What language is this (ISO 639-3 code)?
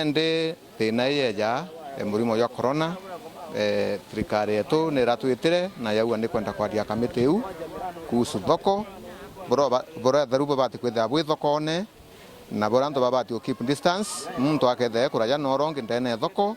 mer